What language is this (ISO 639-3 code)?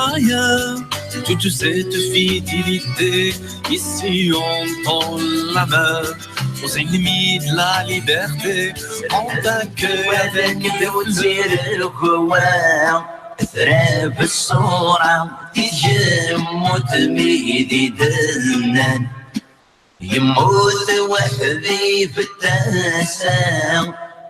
kab